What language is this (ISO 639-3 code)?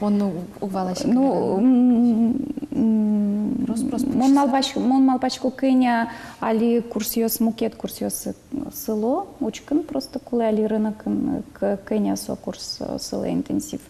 udm